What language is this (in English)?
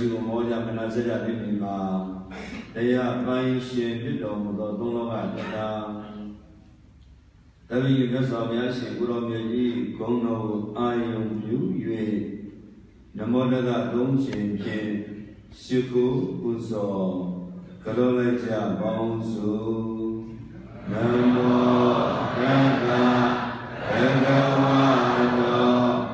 Burmese